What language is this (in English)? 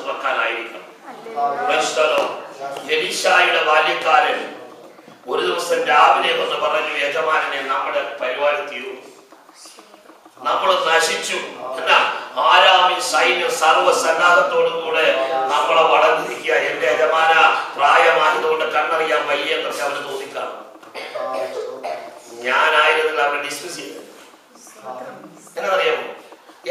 Malayalam